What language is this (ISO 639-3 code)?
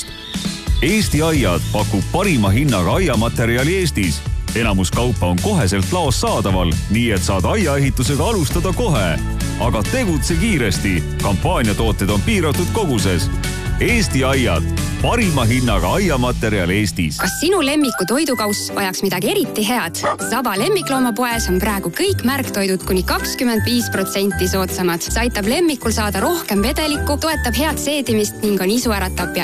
est